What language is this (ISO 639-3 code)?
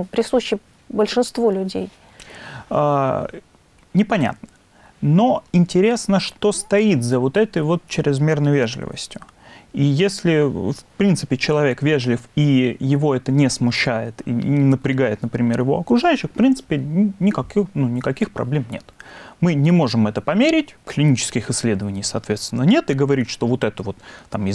rus